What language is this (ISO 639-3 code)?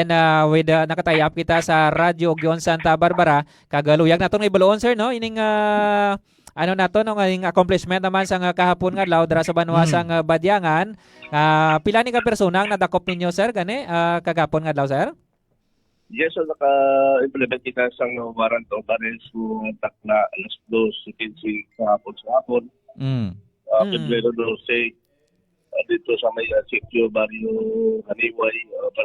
hil